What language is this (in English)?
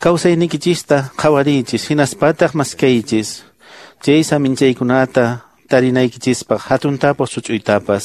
Quechua